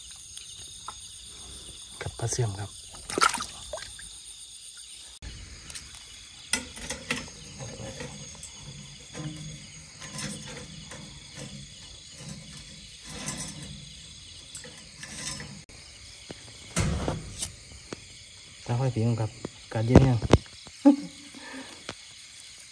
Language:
Northeastern Thai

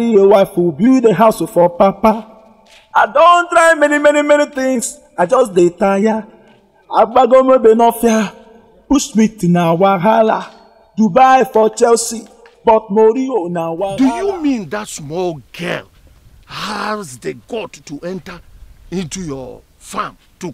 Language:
Nigerian Pidgin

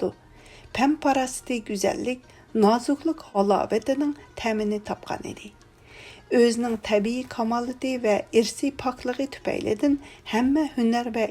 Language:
Uyghur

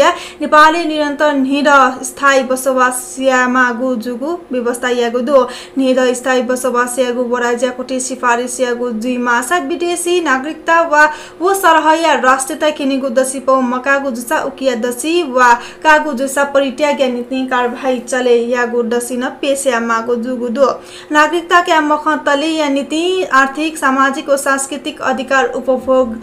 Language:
Newari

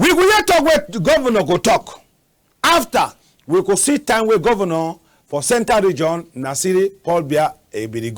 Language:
Cameroon Pidgin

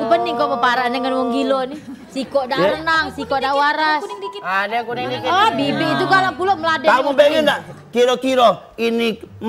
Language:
Musi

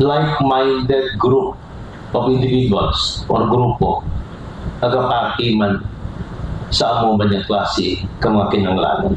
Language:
Hiligaynon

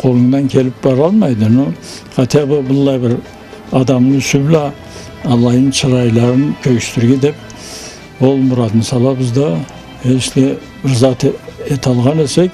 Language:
Karachay-Balkar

